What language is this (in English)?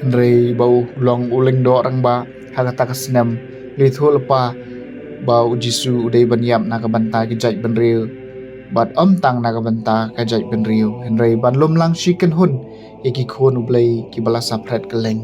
Khasi